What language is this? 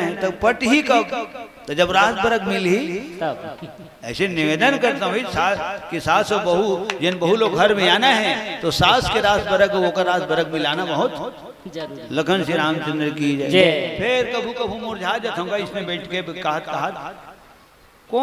Chhattisgarhi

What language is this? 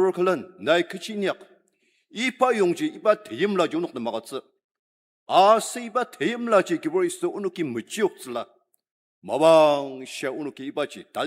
Ao Naga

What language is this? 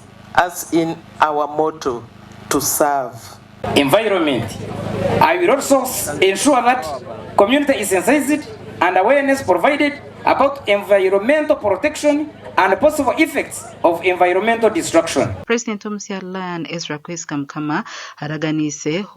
Nyankole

